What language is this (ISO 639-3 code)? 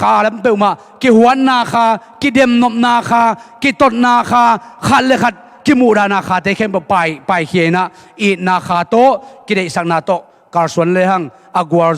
ctd